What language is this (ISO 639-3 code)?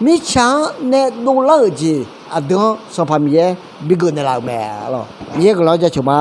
ahk